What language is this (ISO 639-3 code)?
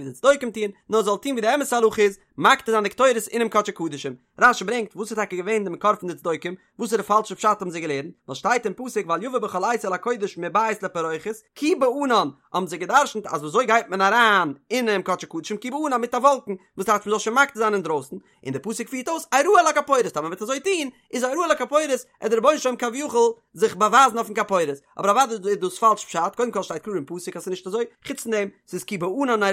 yid